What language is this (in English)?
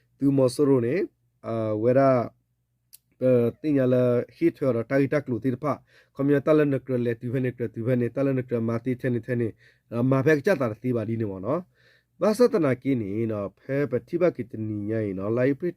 S'gaw Karen